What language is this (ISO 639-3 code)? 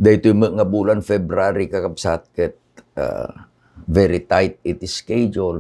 ilo